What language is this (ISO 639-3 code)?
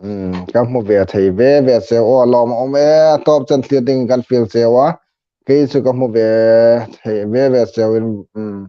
hmr